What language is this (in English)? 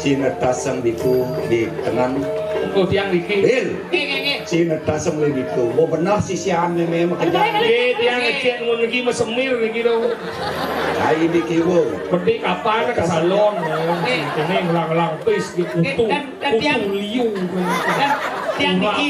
Balinese